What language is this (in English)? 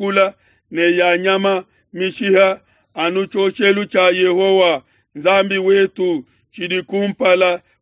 Luba-Lulua